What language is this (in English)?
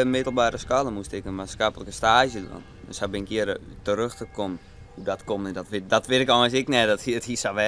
Western Frisian